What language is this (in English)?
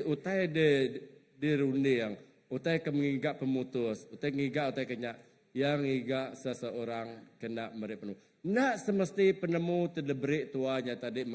Iban